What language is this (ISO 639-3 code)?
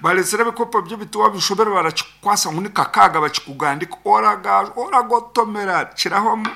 nyn